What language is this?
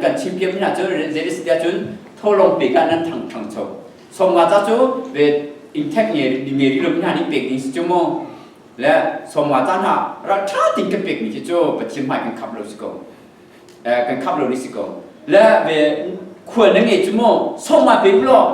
Hakha Chin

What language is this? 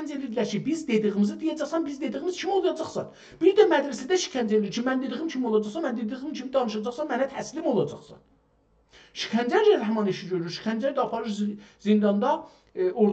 South Azerbaijani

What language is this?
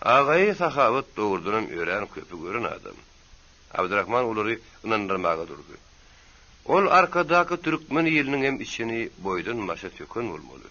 Turkmen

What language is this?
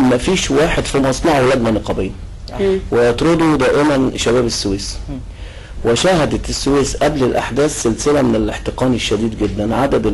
Egyptian Arabic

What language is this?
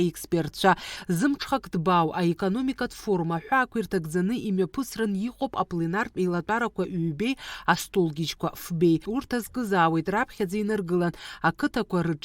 Abkhazian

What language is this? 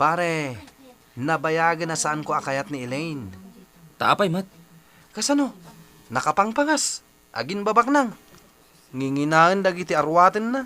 Iloko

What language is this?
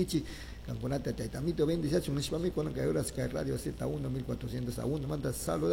Chimborazo Highland Quichua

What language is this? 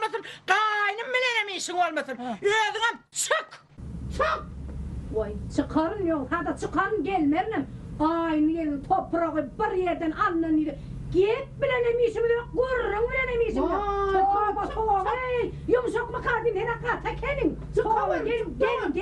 Turkmen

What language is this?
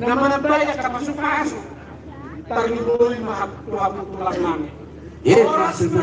Batak Toba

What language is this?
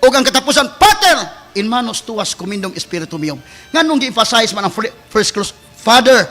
Cebuano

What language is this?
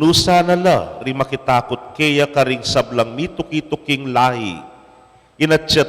Pampanga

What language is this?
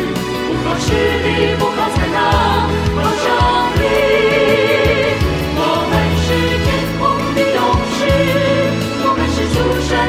Chinese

